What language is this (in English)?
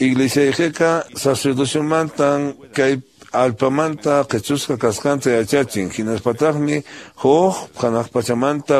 Quechua